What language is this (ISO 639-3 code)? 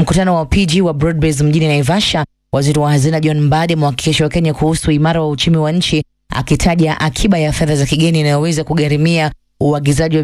swa